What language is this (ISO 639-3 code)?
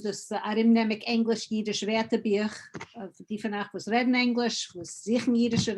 yid